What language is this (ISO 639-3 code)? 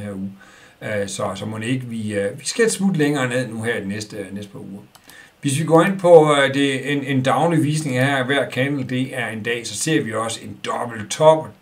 dan